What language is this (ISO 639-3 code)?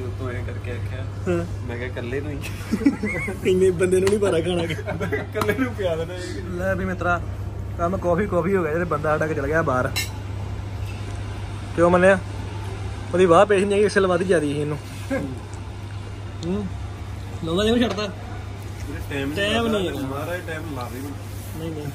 pan